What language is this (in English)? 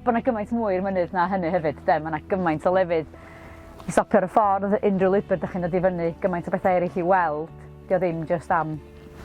Welsh